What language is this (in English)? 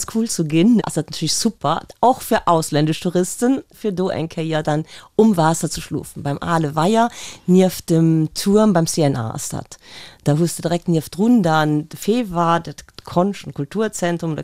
Luxembourgish